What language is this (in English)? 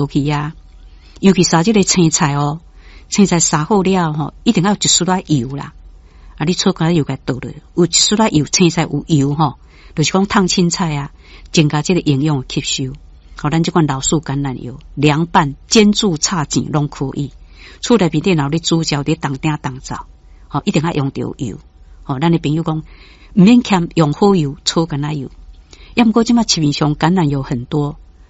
Min Nan Chinese